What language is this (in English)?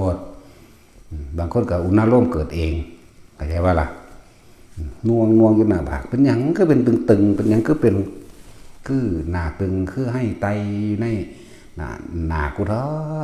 Northeastern Thai